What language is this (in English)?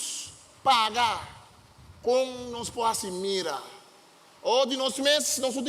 Papiamento